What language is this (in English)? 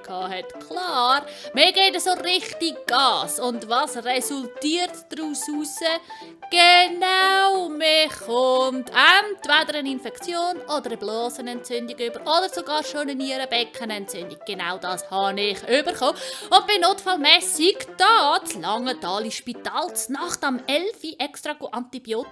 Swiss German